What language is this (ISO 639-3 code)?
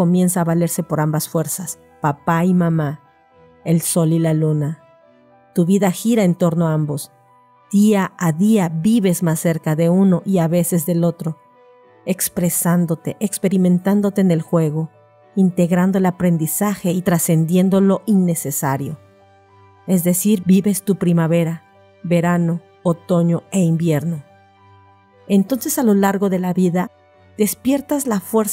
spa